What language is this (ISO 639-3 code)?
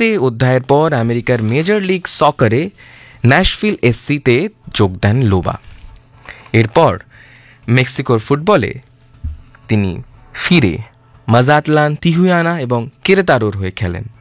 ben